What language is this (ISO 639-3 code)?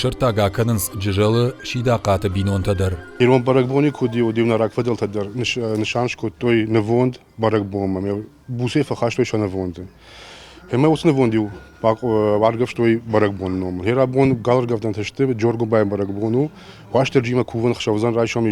oss